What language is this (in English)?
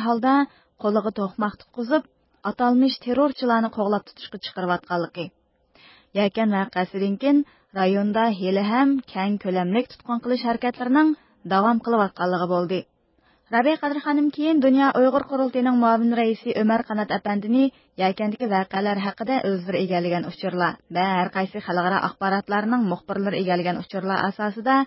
Uyghur